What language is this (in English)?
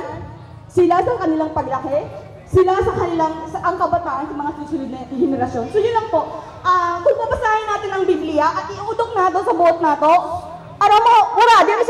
Bikol